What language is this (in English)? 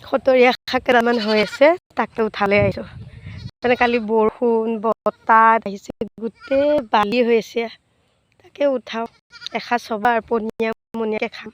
Assamese